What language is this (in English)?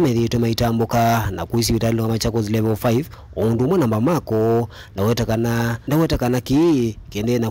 Kamba